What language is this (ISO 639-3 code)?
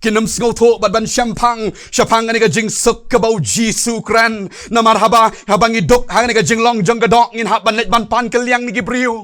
kha